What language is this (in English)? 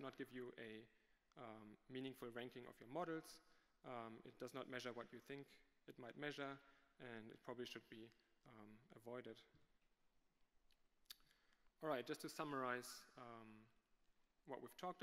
English